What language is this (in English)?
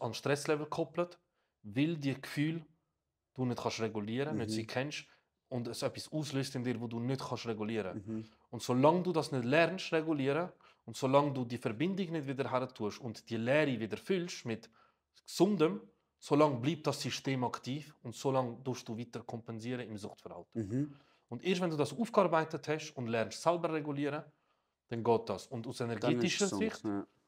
Swiss German